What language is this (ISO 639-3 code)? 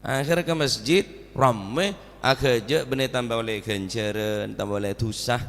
mad